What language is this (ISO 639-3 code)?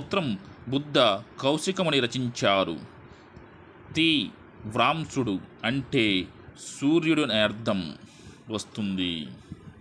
tel